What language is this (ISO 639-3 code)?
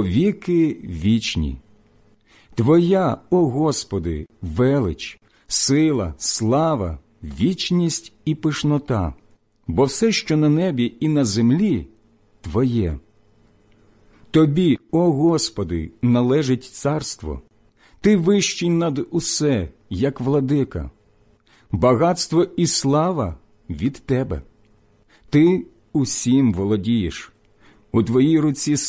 ukr